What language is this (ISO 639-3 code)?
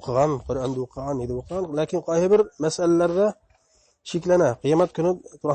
bak